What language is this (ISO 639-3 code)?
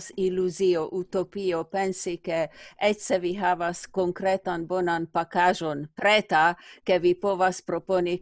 epo